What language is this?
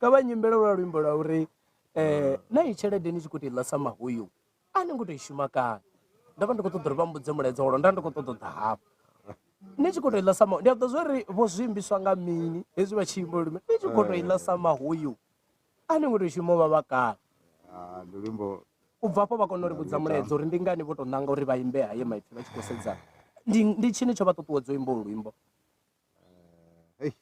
Venda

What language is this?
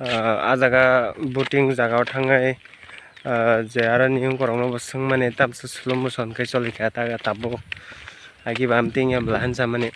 Kok Borok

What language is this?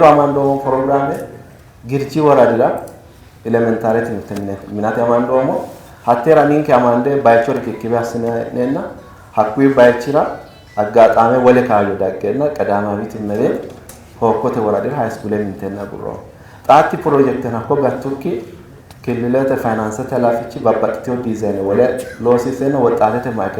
Sidamo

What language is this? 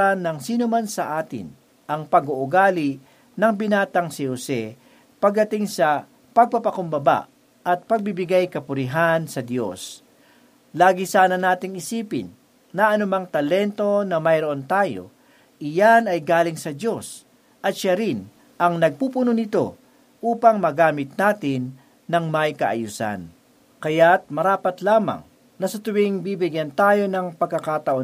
Filipino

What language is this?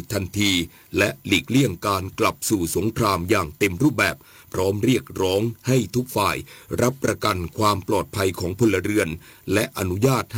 Thai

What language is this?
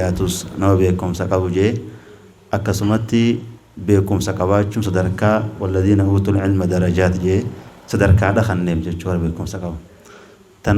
Oromo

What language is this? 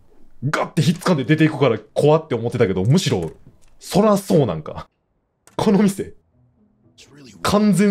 Japanese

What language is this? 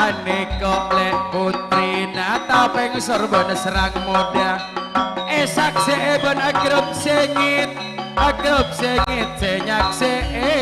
Madurese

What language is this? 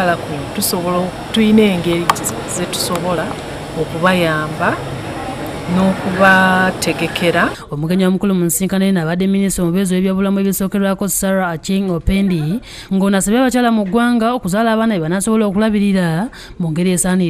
Ganda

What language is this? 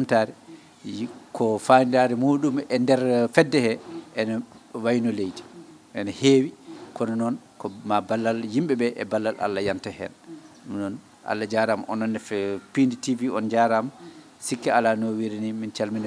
Fula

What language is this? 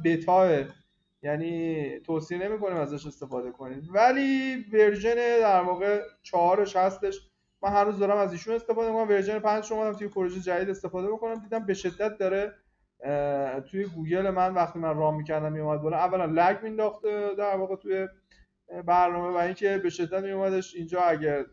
Persian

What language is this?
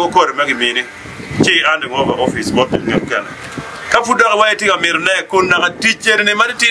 Acoli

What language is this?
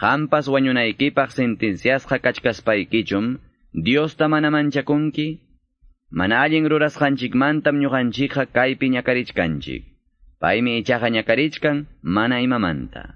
Quechua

